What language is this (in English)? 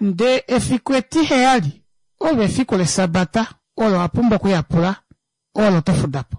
Kuanyama